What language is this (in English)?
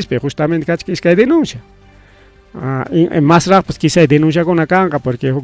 Ayacucho Quechua